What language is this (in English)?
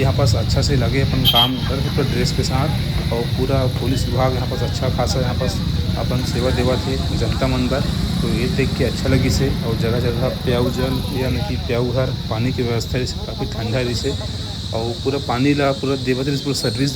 Chhattisgarhi